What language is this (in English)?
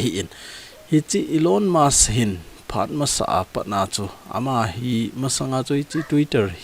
Thado Chin